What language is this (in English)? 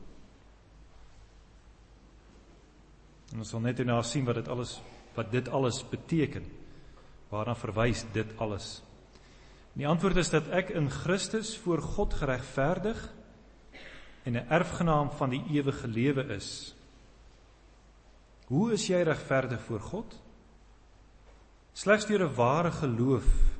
Afrikaans